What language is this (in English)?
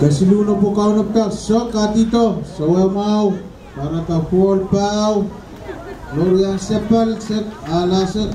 Pohnpeian